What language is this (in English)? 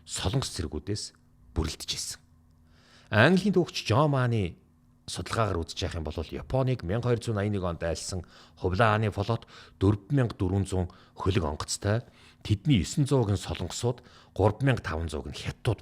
Mongolian